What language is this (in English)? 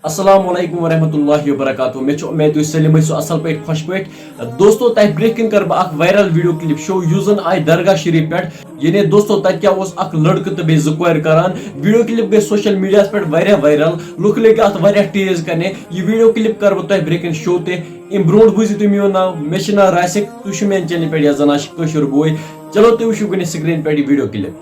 Kashmiri